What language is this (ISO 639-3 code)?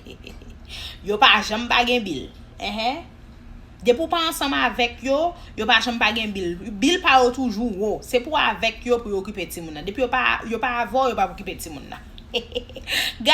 hat